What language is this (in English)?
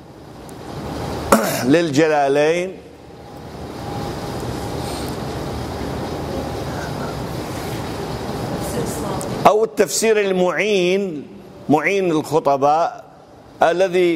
Arabic